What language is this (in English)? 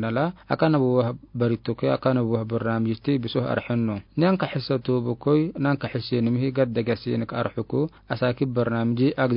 Afar